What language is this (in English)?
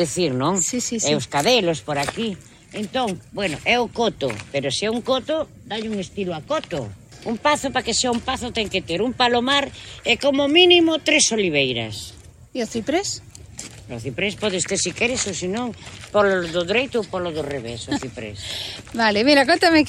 Galician